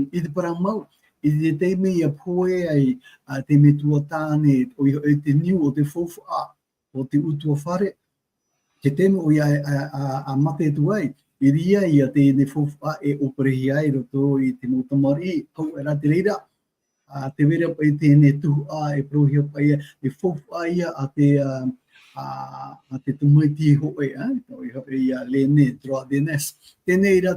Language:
Tahitian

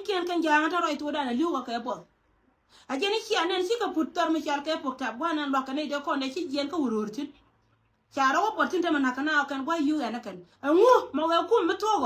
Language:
Nuer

